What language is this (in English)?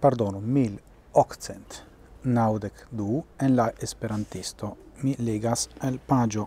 Esperanto